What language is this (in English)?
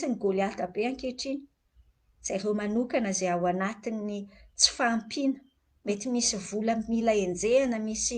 Malagasy